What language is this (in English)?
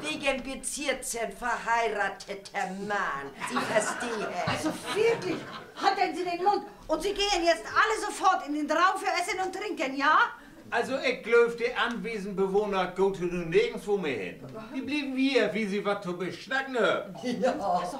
Low German